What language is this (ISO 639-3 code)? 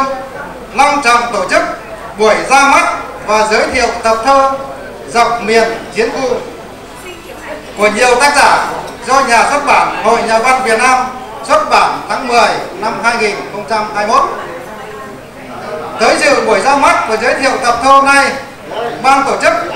vie